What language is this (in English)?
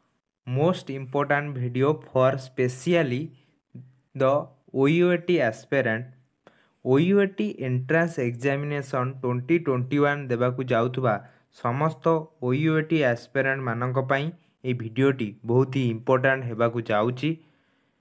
Odia